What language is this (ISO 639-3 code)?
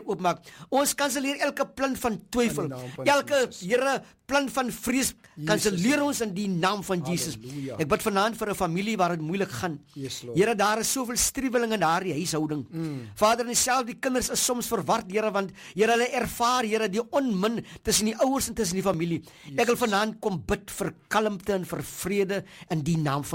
afr